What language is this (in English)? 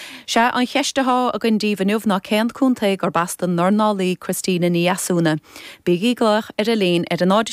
Irish